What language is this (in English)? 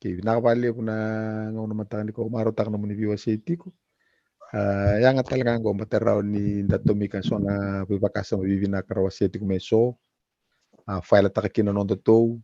Fijian